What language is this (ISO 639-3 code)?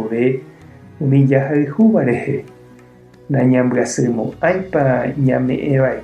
grn